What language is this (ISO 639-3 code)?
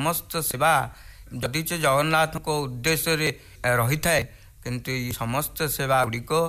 ori